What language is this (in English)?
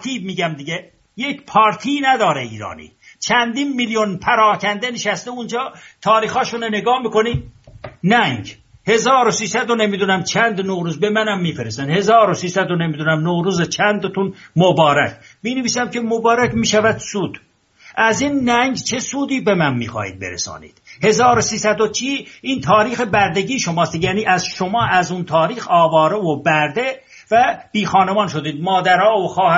Persian